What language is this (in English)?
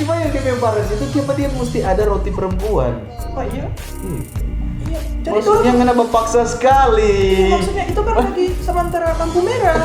Manado Malay